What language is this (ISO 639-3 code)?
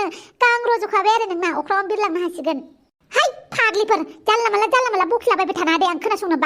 brx